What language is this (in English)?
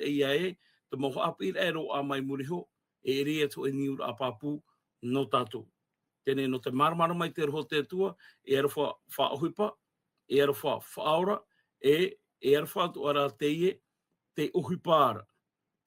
Tahitian